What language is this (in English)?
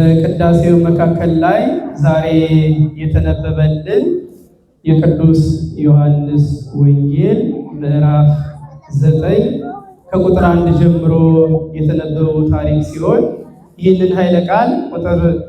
Amharic